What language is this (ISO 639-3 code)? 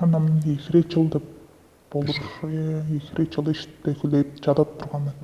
tyv